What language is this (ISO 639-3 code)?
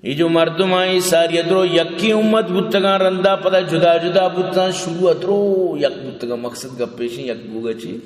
bal